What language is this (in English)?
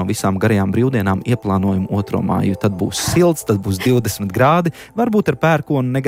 Latvian